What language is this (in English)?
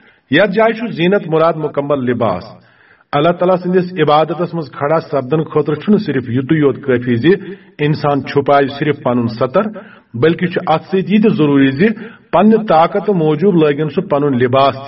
Kashmiri